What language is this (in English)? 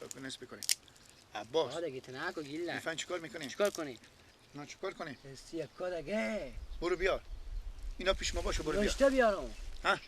Persian